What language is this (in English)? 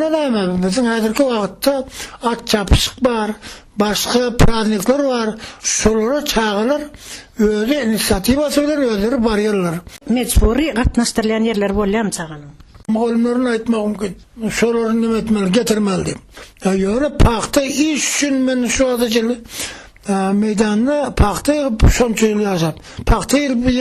Turkmen